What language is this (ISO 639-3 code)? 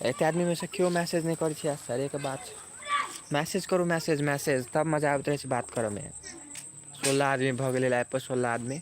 mai